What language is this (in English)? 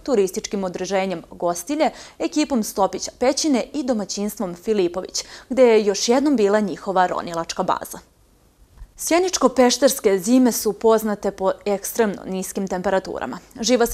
Serbian